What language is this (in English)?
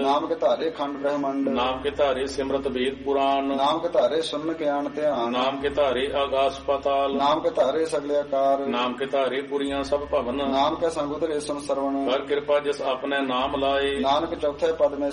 Punjabi